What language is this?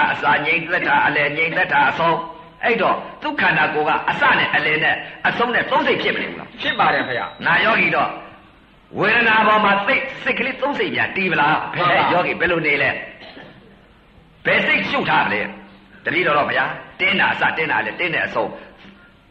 Burmese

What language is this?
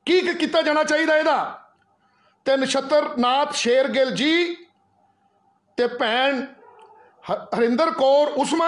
Punjabi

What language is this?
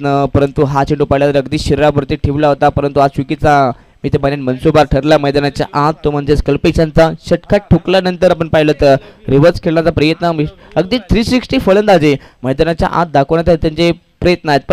Marathi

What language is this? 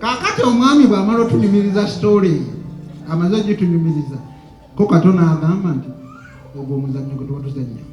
Ganda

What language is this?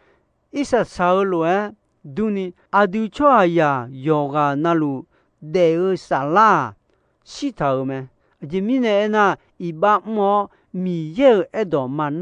Akha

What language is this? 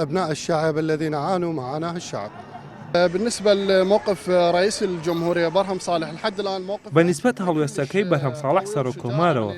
Central Kurdish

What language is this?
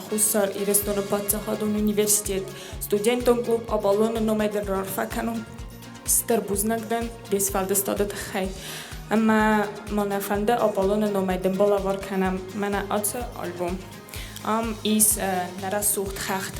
Ossetic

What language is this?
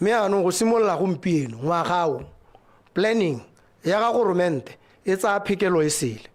Tswana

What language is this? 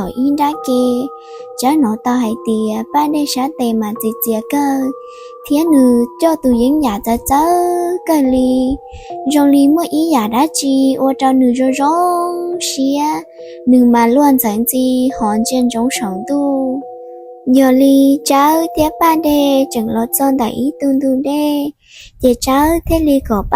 Hmong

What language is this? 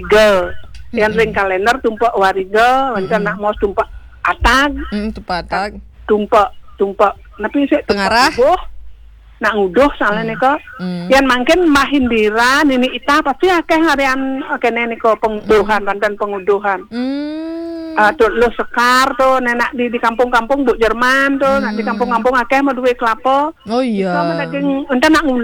Balinese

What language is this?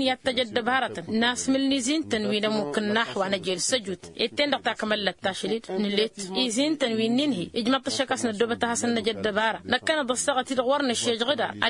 Tamasheq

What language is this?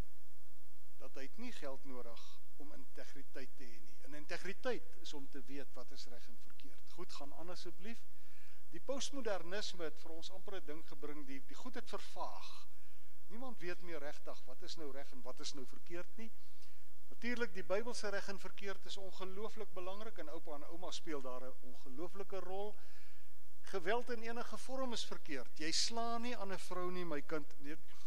Afrikaans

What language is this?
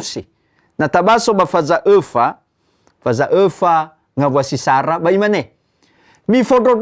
Nias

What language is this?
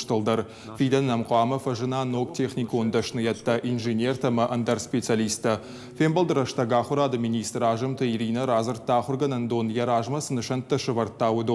Ossetic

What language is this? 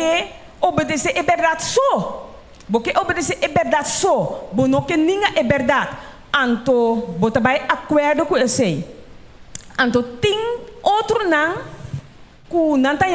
Papiamento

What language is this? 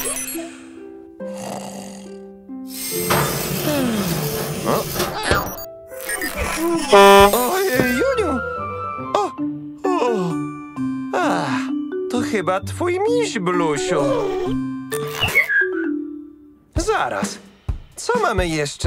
Polish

